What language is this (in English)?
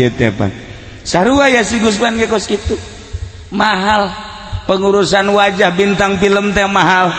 Sundanese